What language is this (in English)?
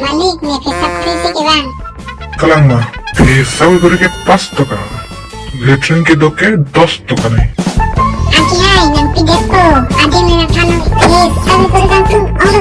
Karbi